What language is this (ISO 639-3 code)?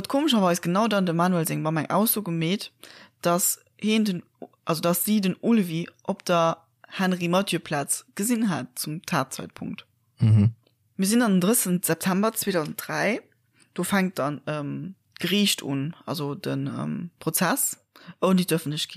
ltz